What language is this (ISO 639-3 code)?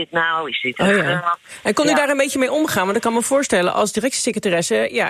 nld